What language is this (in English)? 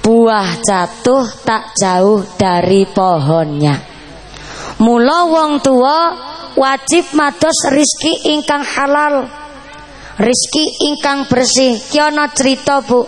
Javanese